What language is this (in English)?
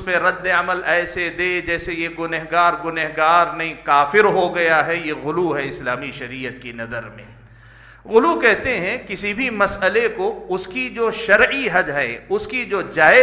Urdu